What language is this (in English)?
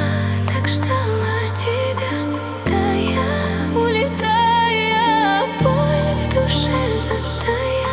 Russian